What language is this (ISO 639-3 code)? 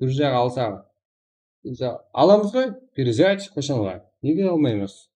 kaa